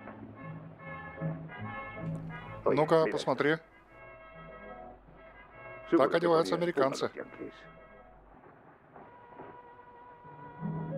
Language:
Russian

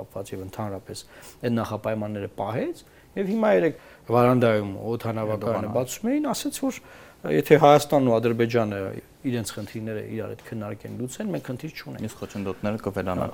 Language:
Armenian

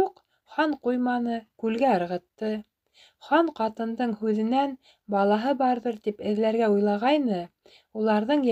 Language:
Bashkir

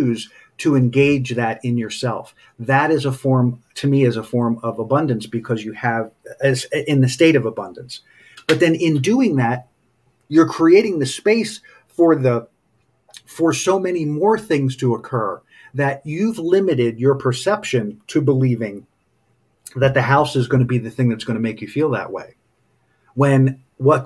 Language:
English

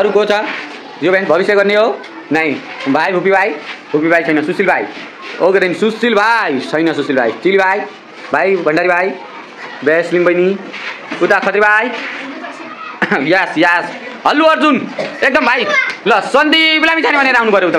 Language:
Nepali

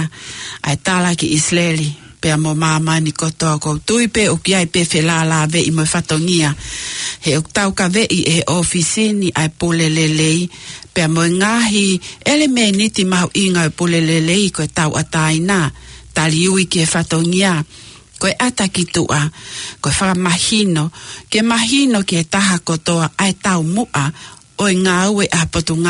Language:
Tongan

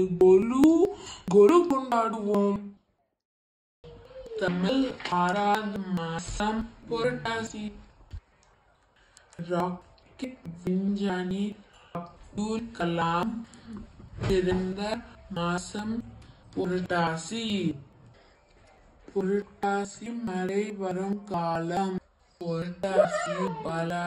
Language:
Tamil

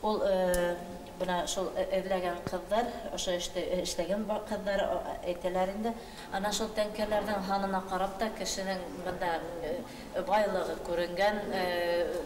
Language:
Bashkir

